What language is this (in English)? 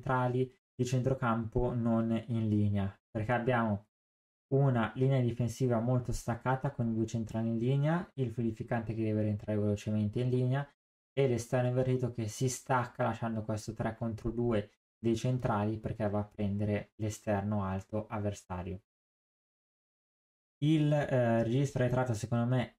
Italian